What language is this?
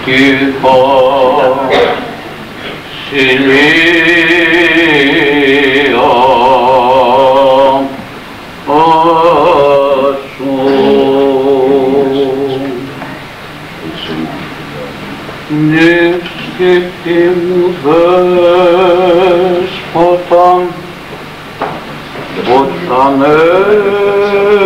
Greek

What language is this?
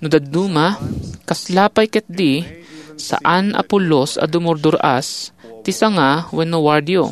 Iloko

